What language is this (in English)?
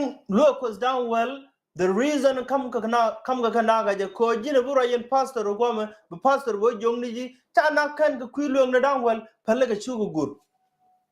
Nuer